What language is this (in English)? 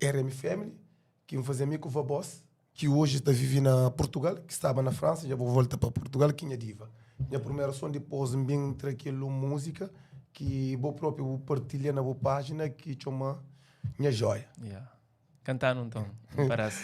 Kabuverdianu